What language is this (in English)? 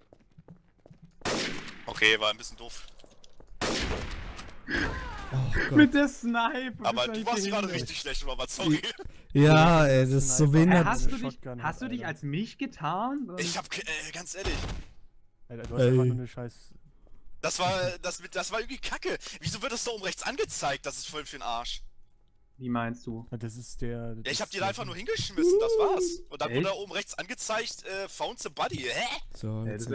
German